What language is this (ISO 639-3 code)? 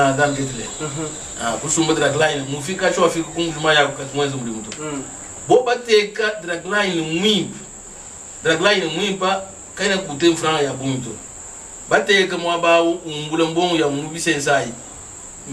lua